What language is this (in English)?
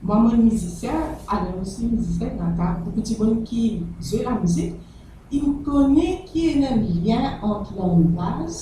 Morisyen